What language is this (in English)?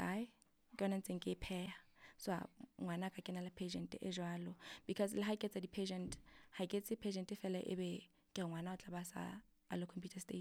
Southern Sotho